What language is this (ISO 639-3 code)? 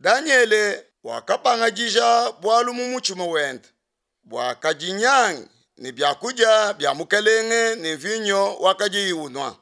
lua